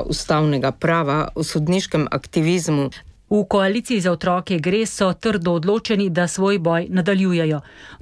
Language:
Slovenian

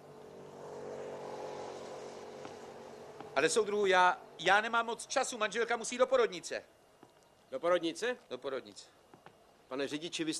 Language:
Czech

